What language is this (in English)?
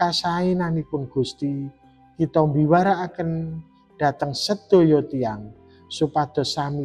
Javanese